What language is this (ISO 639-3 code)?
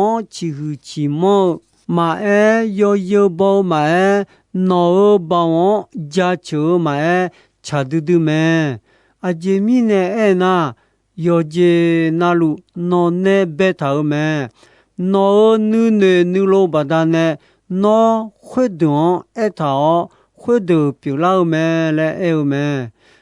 ahk